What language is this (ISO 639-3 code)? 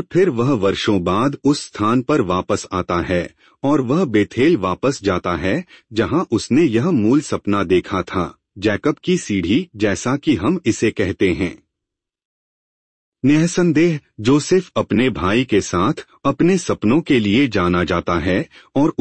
hin